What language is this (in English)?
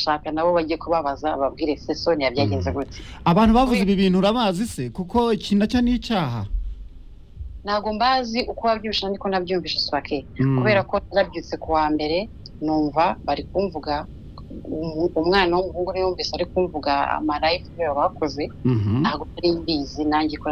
Kinyarwanda